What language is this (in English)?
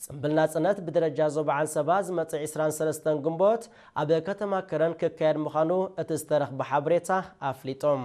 Tigrinya